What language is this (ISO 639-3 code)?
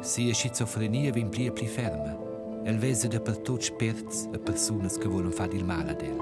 roh